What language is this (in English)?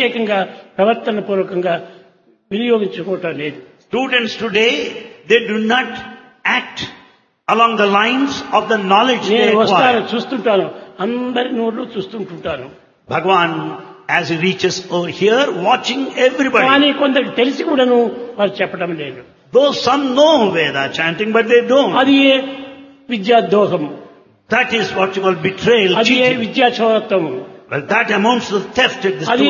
Telugu